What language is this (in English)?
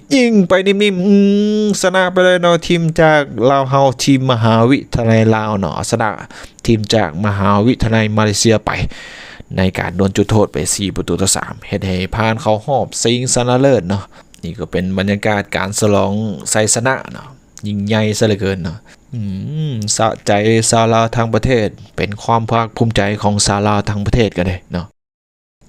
Lao